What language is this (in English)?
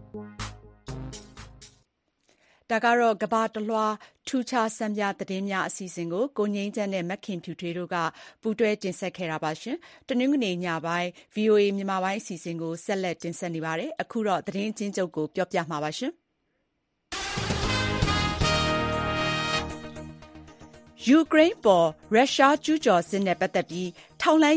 Burmese